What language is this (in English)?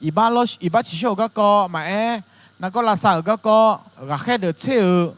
Akha